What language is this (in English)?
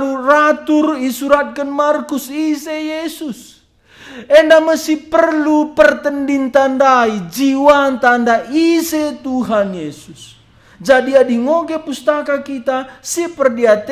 Batak Karo